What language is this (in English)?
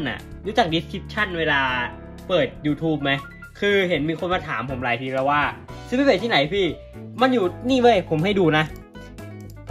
Thai